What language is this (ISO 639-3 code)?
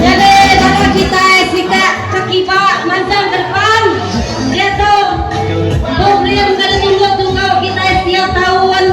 iba